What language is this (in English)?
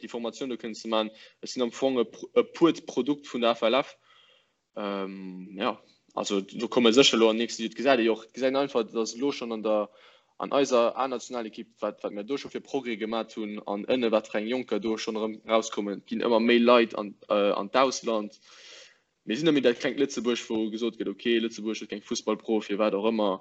Luxembourgish